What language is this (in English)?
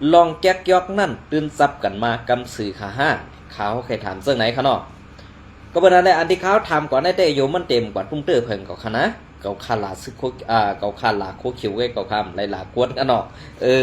Shan